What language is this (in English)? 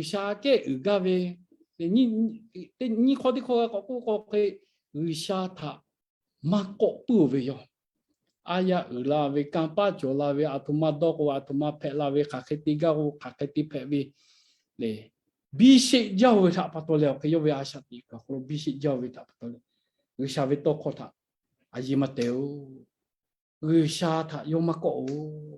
Lahu